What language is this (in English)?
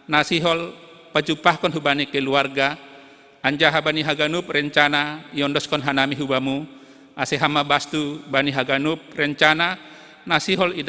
Batak Simalungun